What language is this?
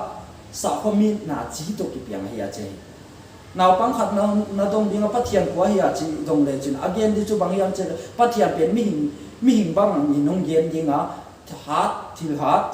Paite Chin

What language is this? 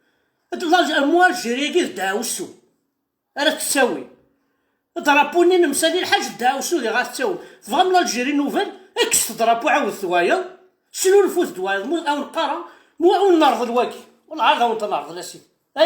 Kabyle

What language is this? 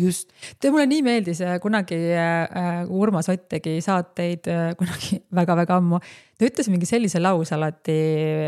Estonian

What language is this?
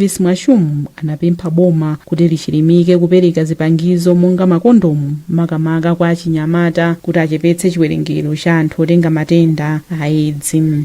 Nyanja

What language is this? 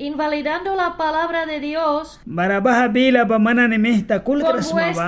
Mískito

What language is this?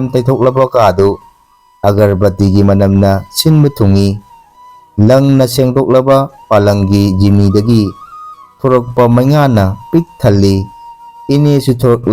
Manipuri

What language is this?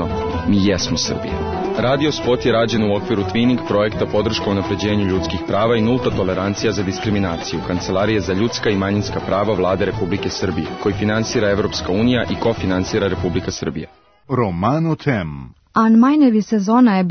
Serbian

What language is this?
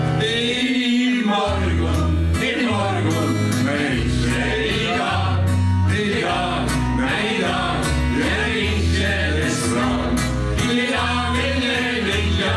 Norwegian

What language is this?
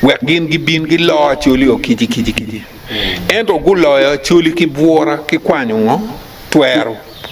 Acoli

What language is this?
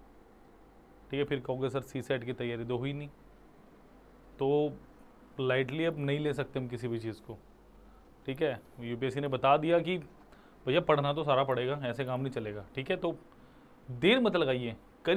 Hindi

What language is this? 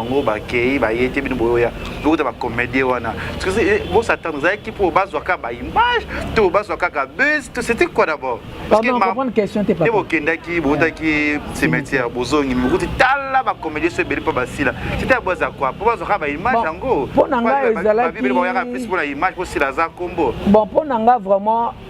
Lingala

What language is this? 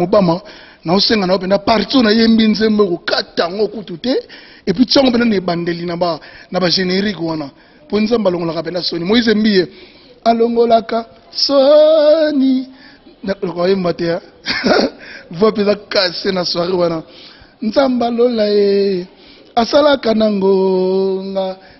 Lingala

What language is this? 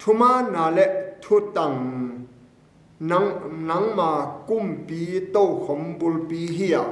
Tedim Chin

